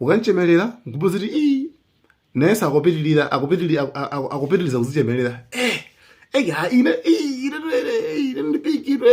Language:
Nyanja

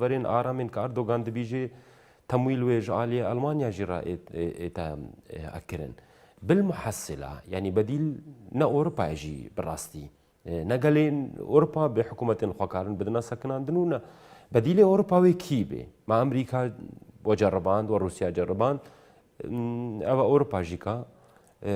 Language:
Kurdish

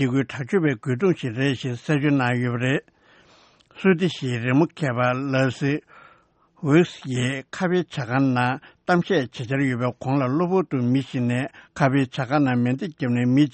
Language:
Tibetan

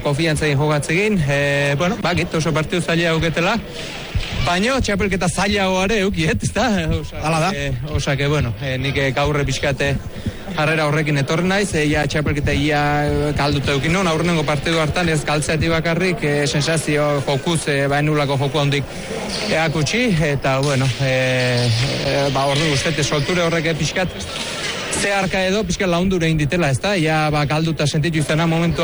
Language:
Basque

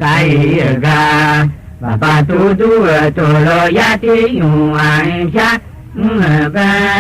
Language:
Tiv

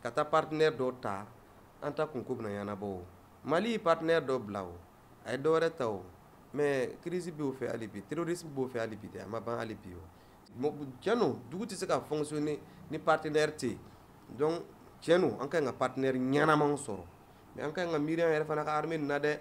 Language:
Bambara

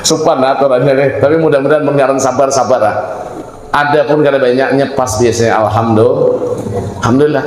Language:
Banjar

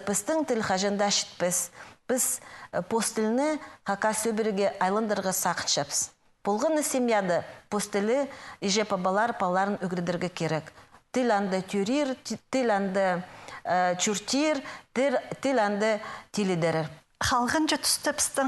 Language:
Khakas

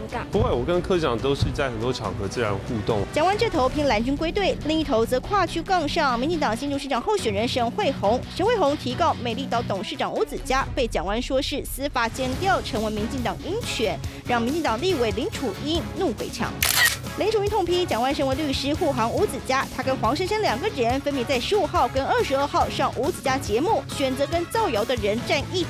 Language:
Chinese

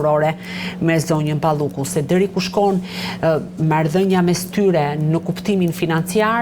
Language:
Albanian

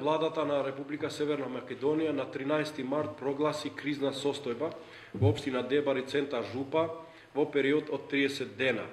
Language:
Macedonian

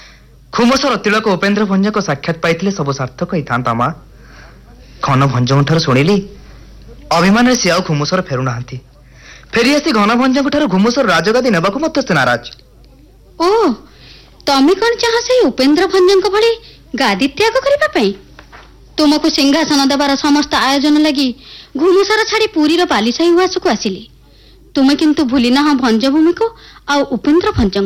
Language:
Odia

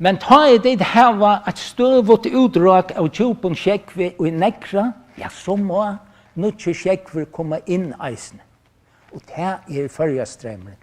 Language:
Faroese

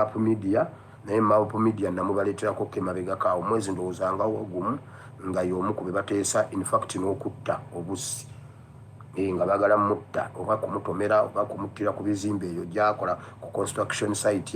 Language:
Ganda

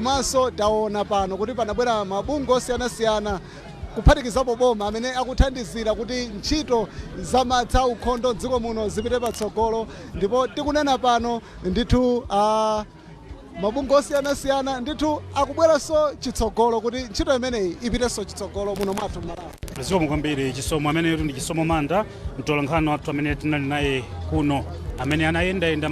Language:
Nyanja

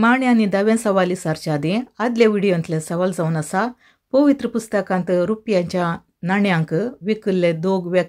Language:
Konkani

